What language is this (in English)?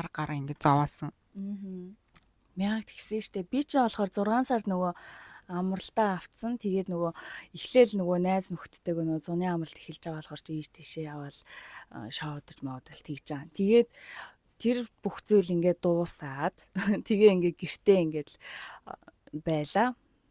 Mongolian